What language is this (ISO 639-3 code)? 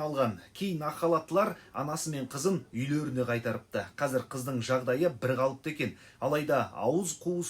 kaz